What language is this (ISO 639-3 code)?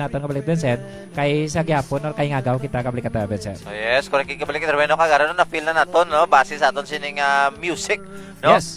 hil